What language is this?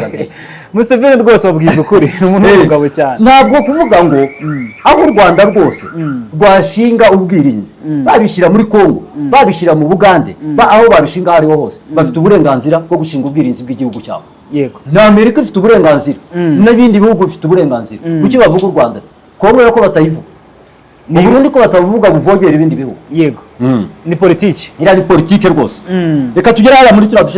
Kinyarwanda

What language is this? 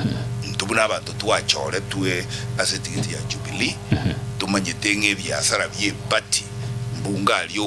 Gusii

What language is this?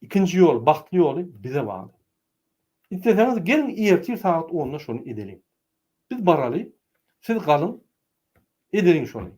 Turkmen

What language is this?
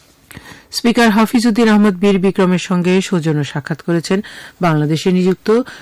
Bangla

